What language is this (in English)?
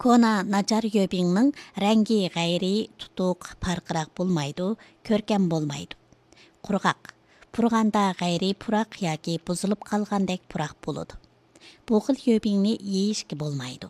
Uyghur